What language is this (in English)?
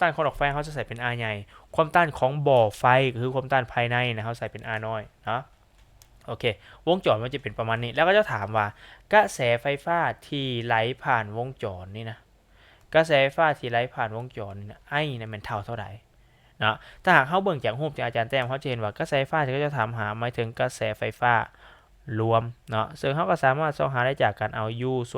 Lao